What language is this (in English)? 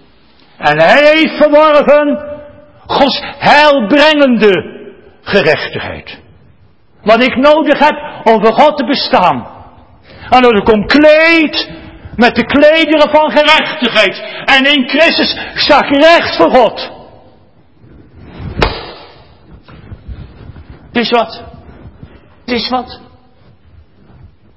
Dutch